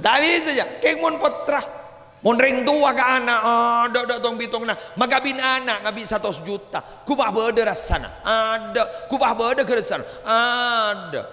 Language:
Madurese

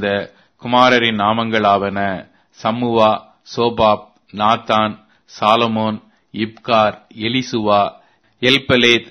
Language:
Tamil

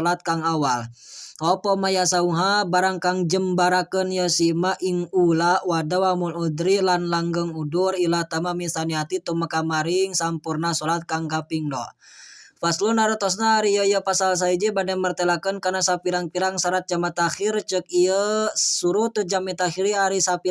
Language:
Sundanese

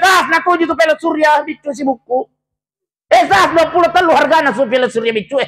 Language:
Buginese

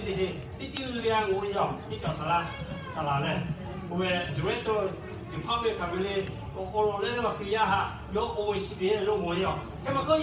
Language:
Lahu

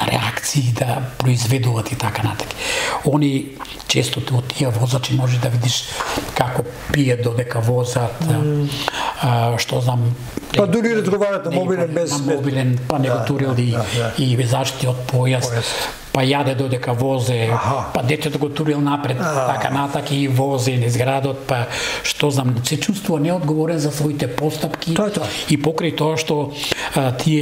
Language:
Macedonian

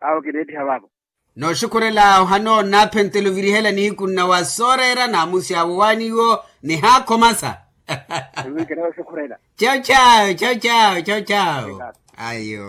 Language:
Makhuwa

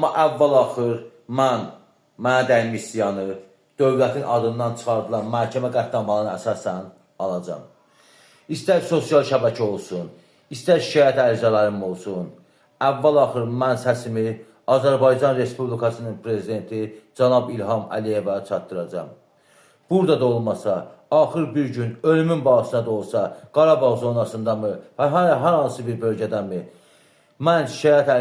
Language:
Azerbaijani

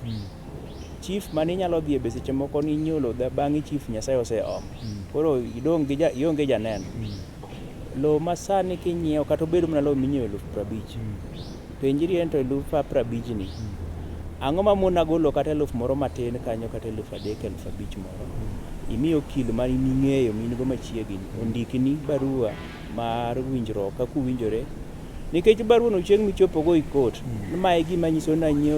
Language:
Luo (Kenya and Tanzania)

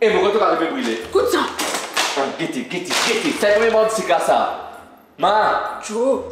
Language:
Morisyen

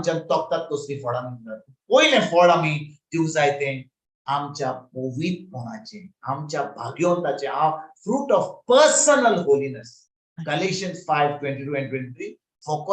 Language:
Konkani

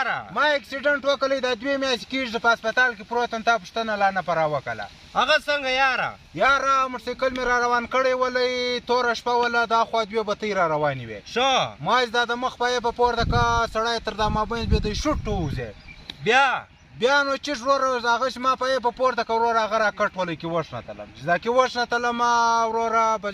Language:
Pashto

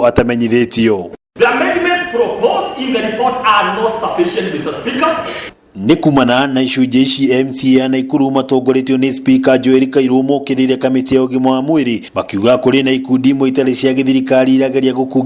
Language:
Kikuyu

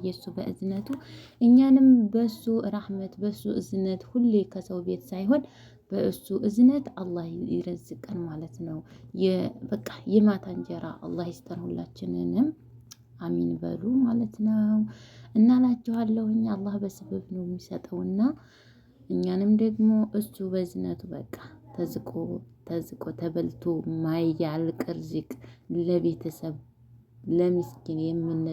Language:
Amharic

